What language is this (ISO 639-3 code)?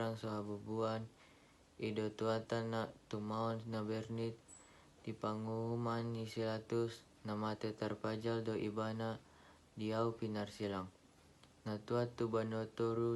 bbc